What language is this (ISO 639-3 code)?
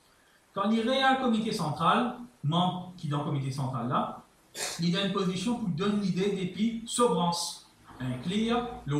mfe